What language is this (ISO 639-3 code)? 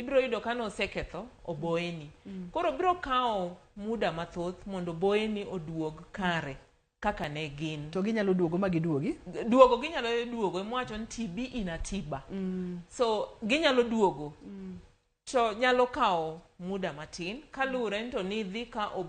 luo